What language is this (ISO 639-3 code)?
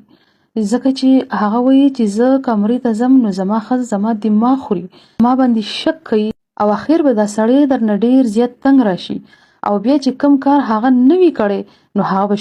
pus